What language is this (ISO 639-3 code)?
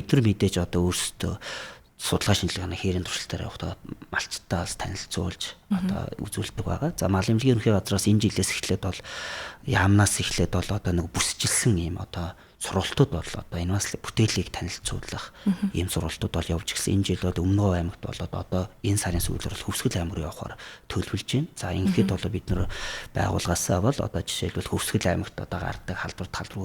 mon